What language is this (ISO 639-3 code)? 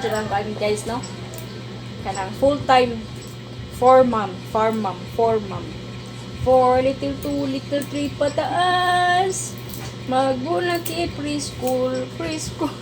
ceb